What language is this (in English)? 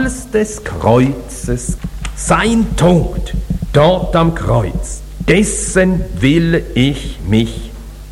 German